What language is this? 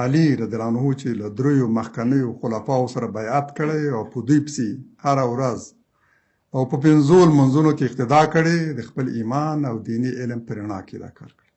Pashto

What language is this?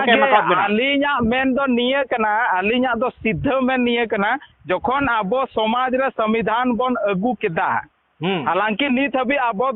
Santali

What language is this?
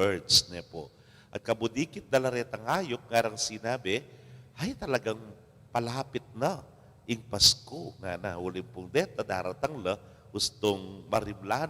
Pampanga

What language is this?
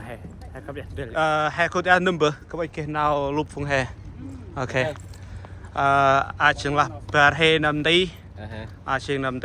Central Mnong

